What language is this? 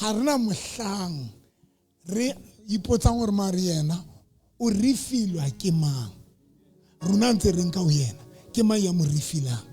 Southern Sotho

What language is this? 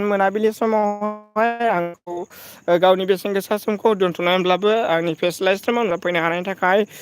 Bodo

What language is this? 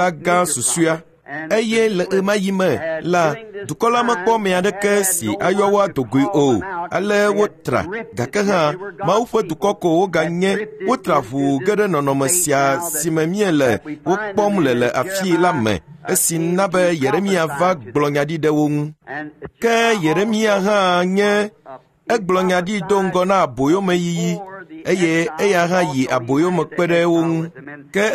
Ewe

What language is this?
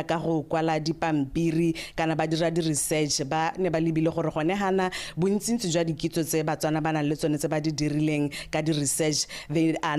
Tswana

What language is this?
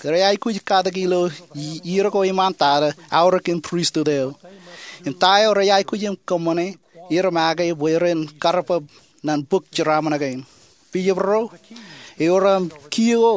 Marshallese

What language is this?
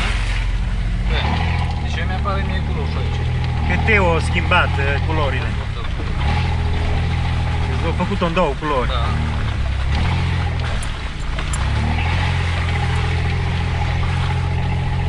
Romanian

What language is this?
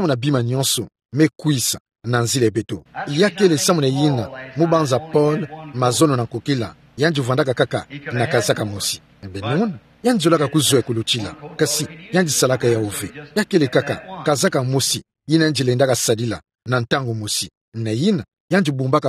Kituba (Democratic Republic of Congo)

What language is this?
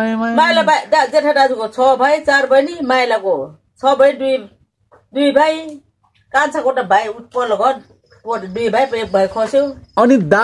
Nepali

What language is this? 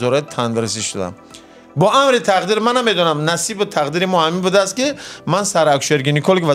Tajik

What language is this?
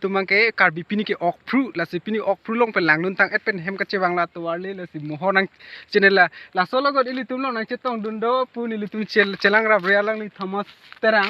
Karbi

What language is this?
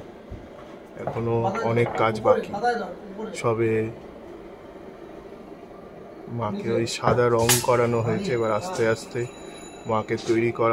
Bangla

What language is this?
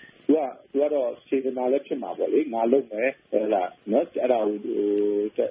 Burmese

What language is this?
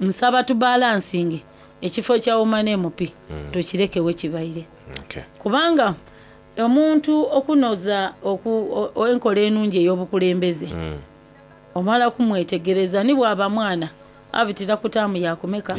Soga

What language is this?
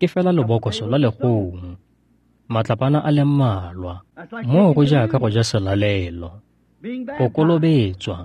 Tswana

